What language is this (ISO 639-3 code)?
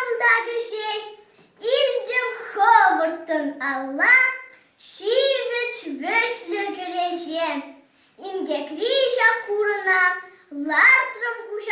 chv